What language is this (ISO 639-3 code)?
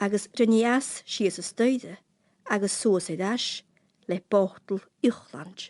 gla